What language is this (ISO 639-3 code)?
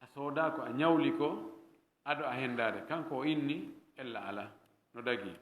ful